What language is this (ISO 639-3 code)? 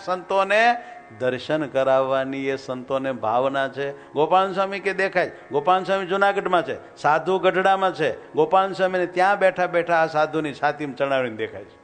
guj